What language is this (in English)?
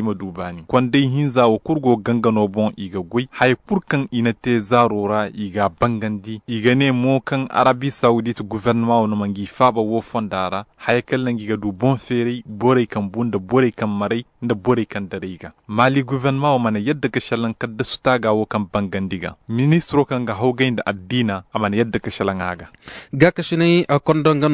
Koyraboro Senni